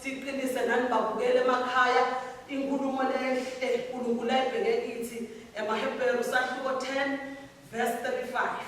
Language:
Swati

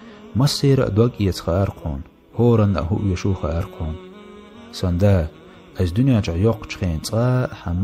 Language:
Chechen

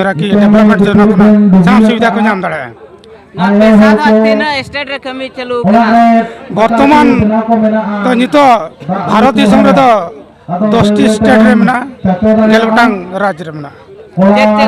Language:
Santali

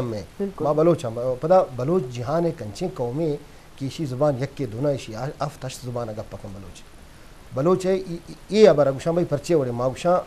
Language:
Eastern Balochi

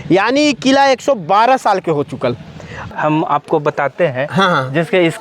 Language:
Magahi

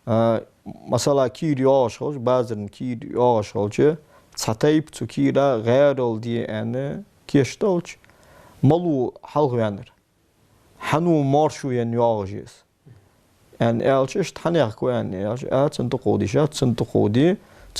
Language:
Ingush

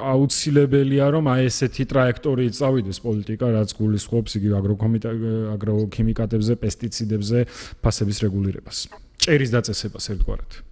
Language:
Georgian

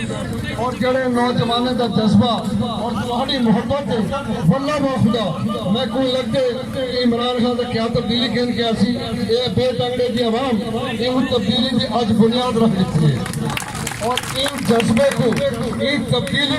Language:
Saraiki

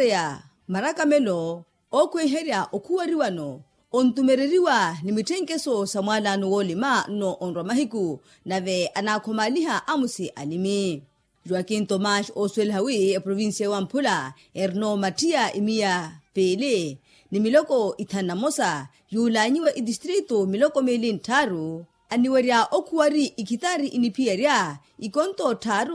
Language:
Makhuwa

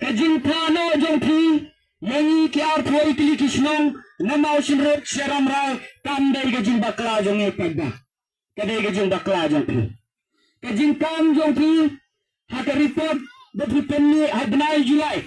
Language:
Khasi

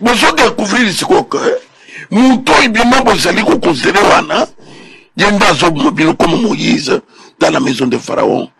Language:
Lingala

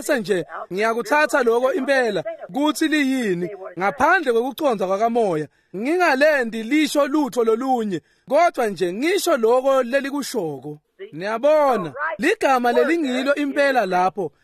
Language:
Swati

